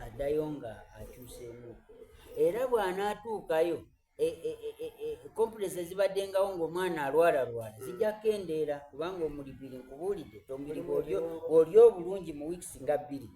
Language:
Soga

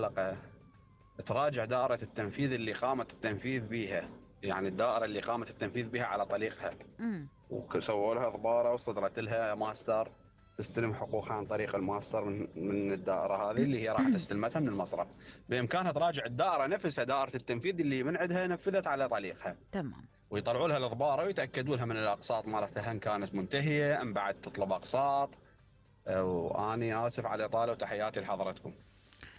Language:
Mesopotamian Arabic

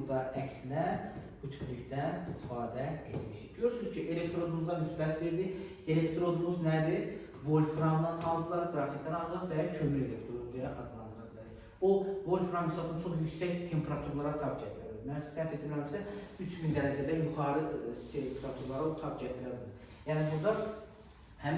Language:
Azerbaijani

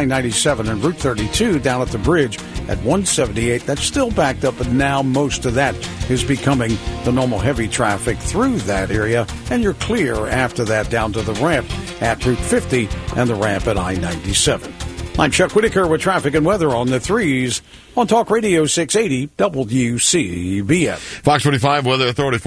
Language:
English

